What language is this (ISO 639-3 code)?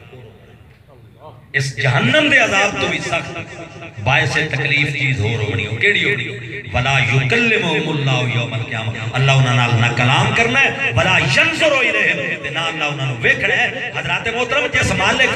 skr